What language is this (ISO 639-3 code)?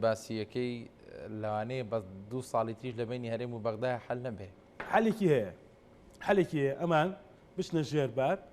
ckb